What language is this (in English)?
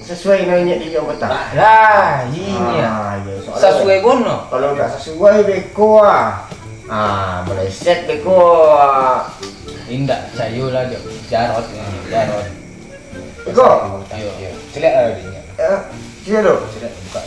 Minangkabau